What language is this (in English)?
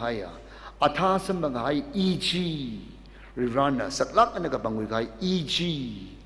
Tangkhul Naga (India)